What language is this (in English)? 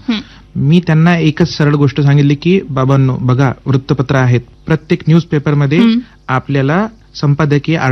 Marathi